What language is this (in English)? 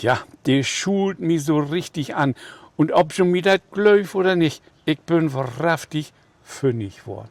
Low German